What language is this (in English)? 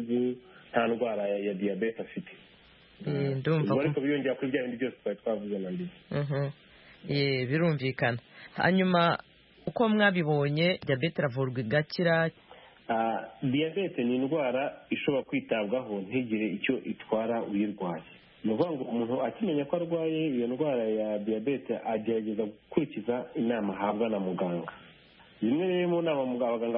Kinyarwanda